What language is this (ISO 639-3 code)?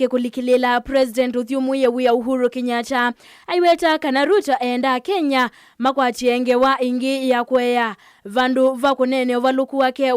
kam